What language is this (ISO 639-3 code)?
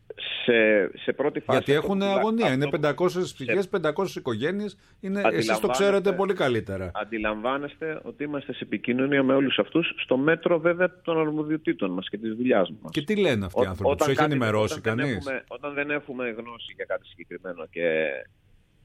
ell